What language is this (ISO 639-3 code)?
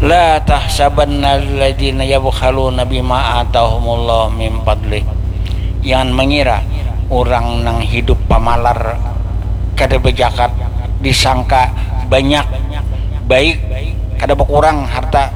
bjn